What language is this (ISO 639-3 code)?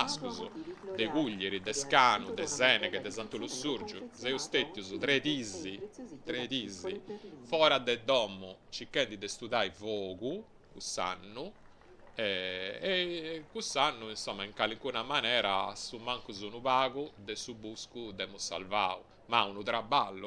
srd